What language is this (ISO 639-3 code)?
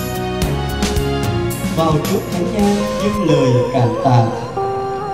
vie